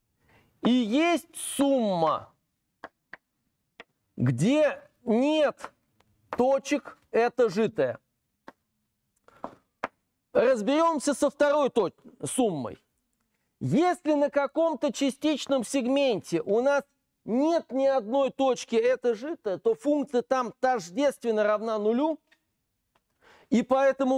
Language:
Russian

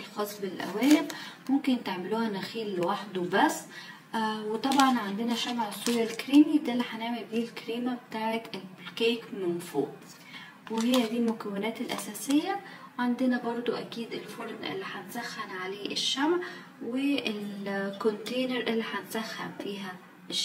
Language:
Egyptian Arabic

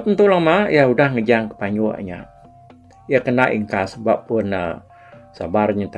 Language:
Iban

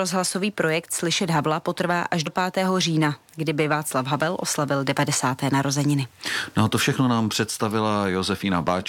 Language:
Czech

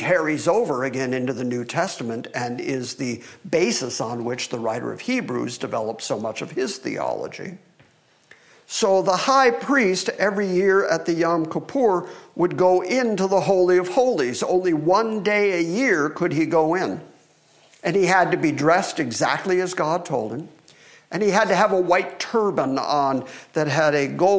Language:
English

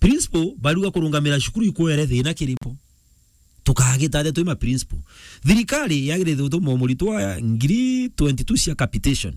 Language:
Meru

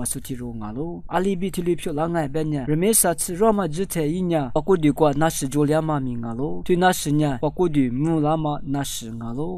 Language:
Lisu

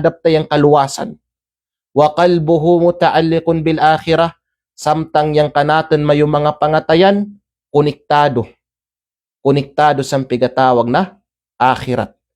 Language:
Kalagan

